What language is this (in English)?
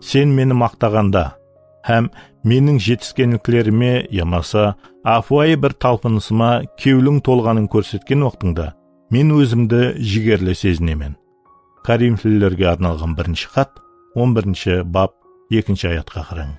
Kara-Kalpak